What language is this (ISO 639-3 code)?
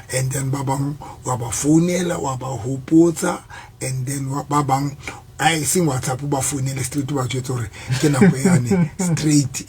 sot